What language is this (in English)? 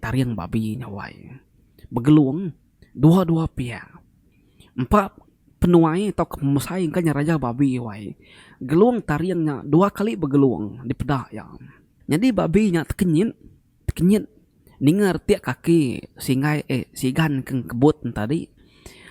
Iban